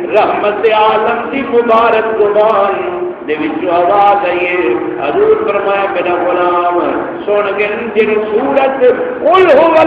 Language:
Saraiki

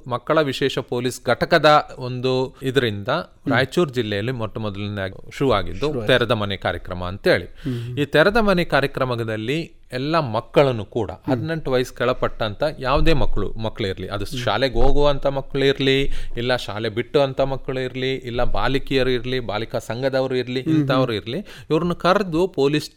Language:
Kannada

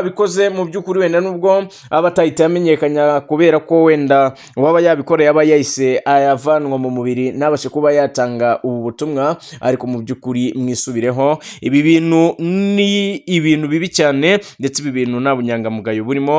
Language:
Kinyarwanda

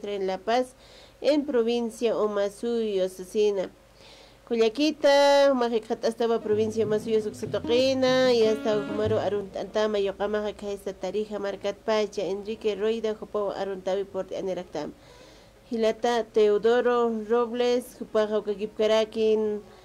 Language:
Aymara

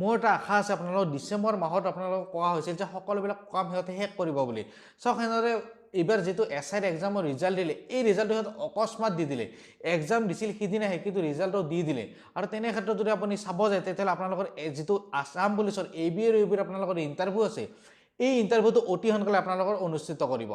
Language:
Assamese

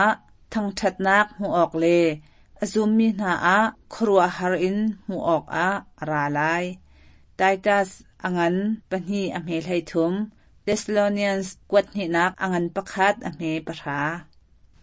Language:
Hakha Chin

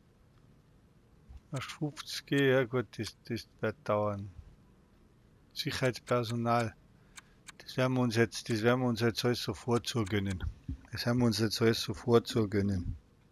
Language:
German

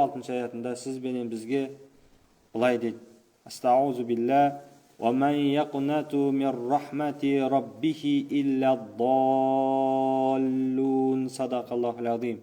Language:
Kazakh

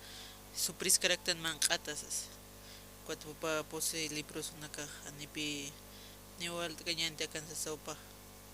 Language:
Aymara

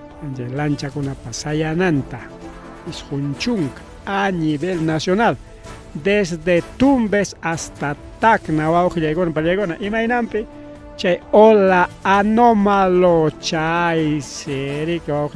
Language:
Ayacucho Quechua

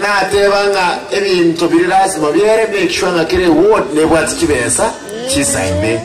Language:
Gusii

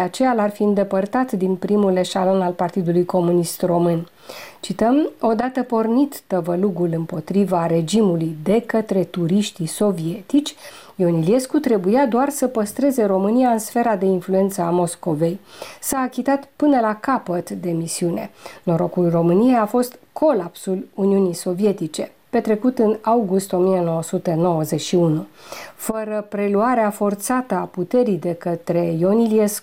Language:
Romanian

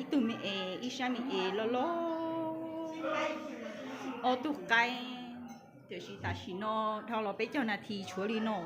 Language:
Hmong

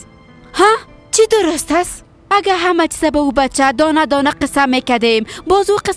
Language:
Persian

